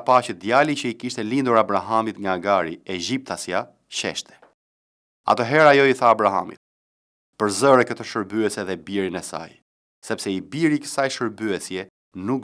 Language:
Albanian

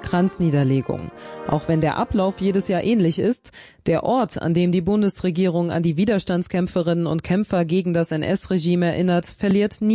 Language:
German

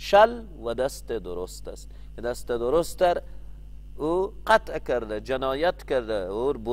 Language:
Persian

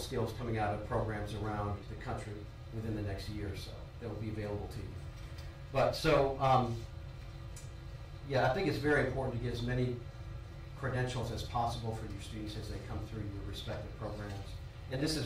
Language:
English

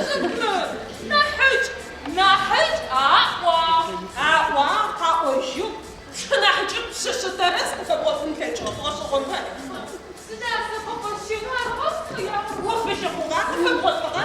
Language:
Adyghe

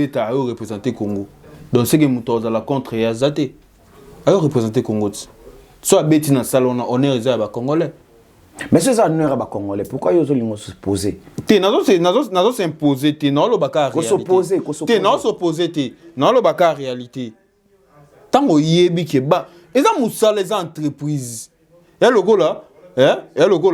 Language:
Lingala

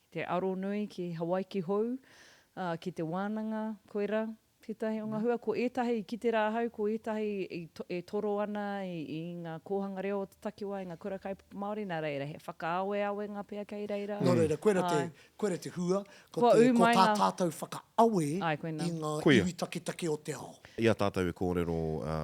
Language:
Māori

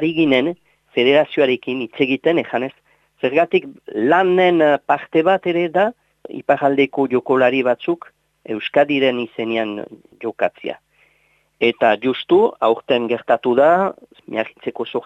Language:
Basque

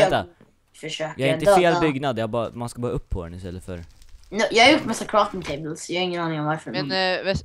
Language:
Swedish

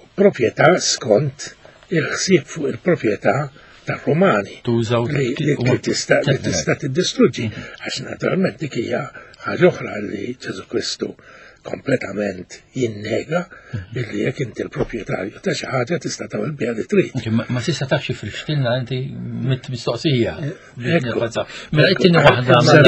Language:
Maltese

